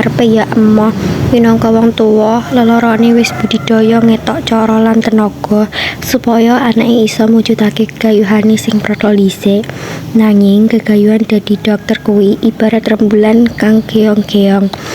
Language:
Javanese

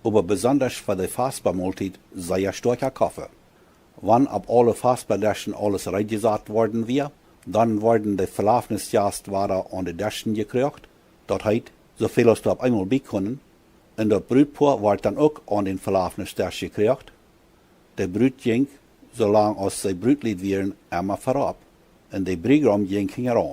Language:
Plautdietsch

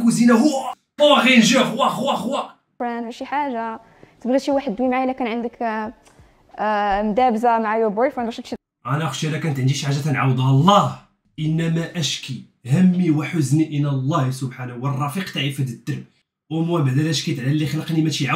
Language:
Moroccan Arabic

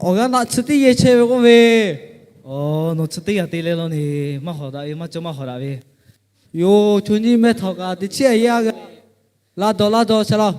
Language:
Lahu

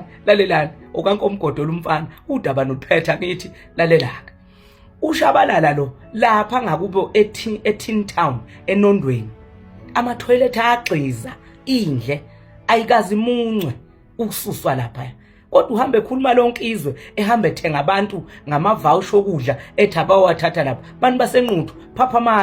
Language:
Zulu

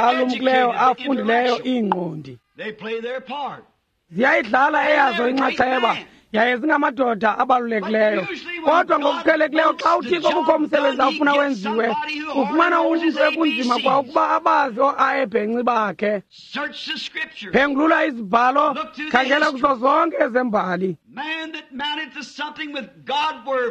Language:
Xhosa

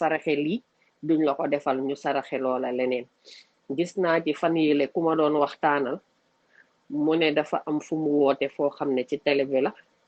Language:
Wolof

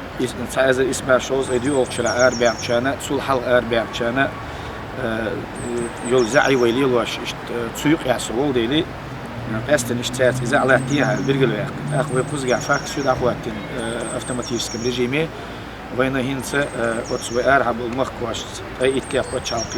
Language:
Chechen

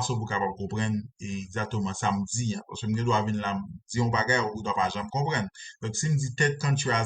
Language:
Haitian Creole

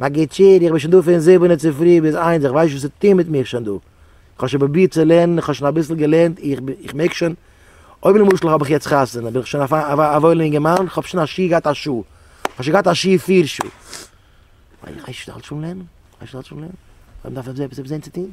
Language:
Yiddish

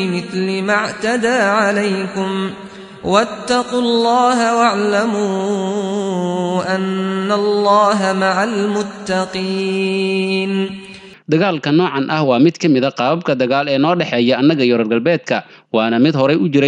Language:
Somali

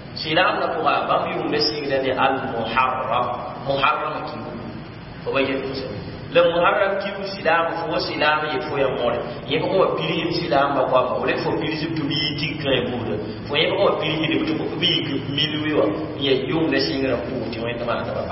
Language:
Mossi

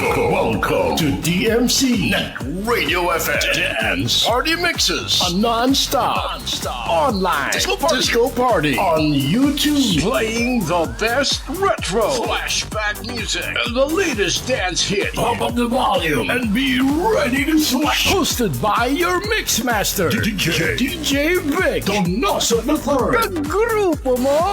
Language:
Hiligaynon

